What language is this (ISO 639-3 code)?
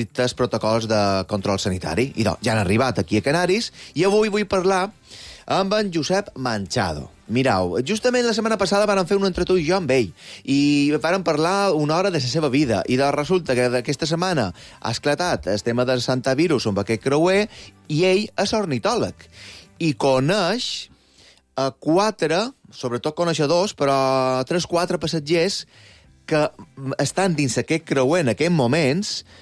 cat